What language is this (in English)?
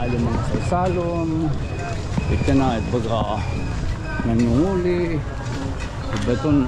Waray